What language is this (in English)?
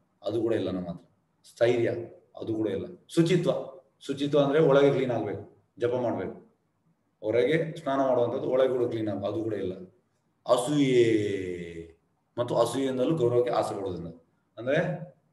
Kannada